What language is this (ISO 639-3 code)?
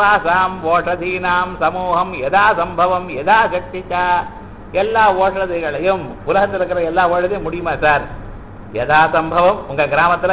tam